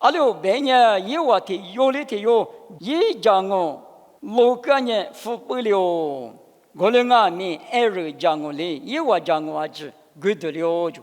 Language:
Lisu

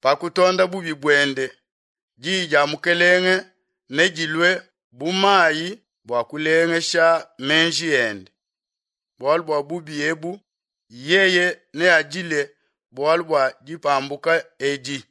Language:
Luba-Lulua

